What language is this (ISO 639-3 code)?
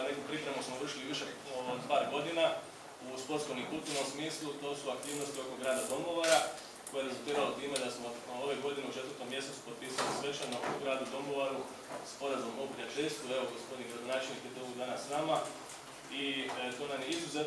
hrv